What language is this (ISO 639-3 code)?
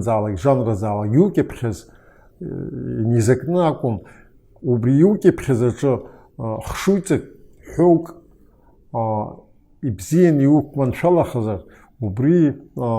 abk